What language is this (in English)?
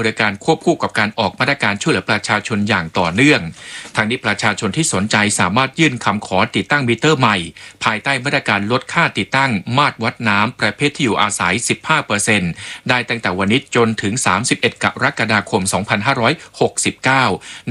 Thai